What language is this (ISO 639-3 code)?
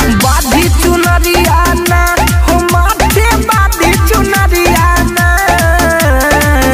bho